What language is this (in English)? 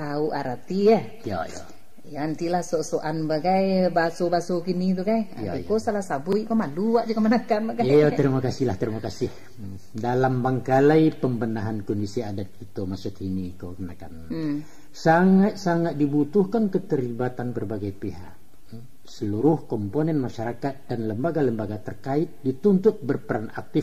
Minangkabau